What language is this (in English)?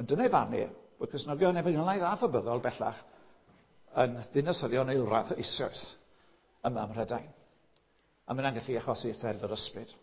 Welsh